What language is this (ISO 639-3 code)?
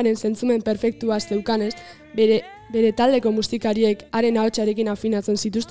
eus